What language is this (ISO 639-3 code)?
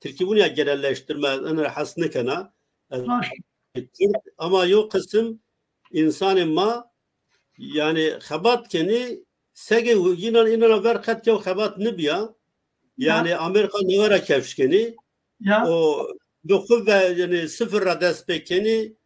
zza